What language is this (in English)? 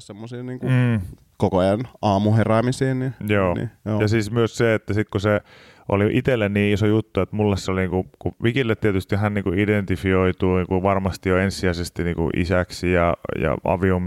Finnish